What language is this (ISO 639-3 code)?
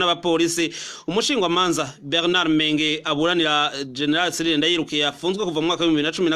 run